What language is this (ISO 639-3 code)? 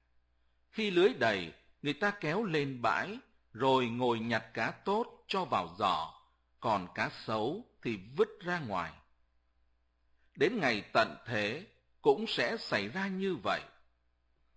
vie